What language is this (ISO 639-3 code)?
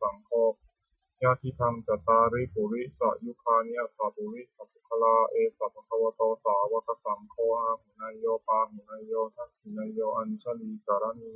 pli